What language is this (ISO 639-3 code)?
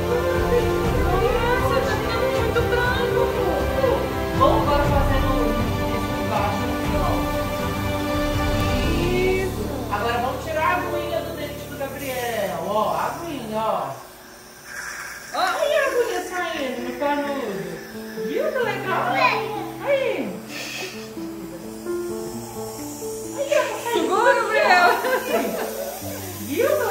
por